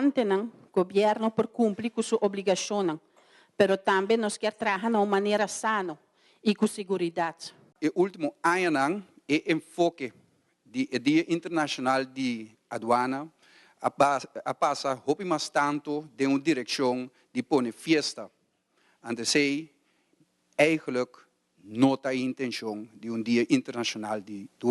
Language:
Papiamento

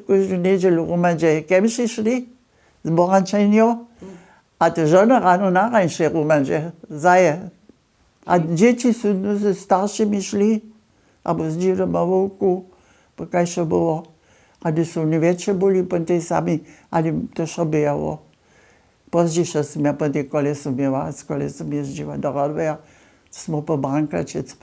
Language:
Upper Sorbian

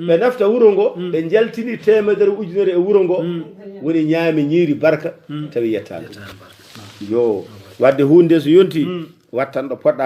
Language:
Fula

